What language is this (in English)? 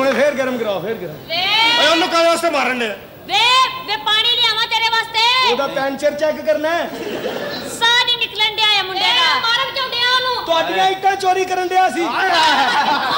Punjabi